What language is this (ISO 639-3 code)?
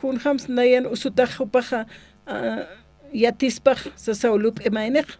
aym